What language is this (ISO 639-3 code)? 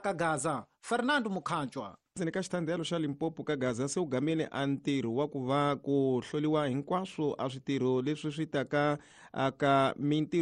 tso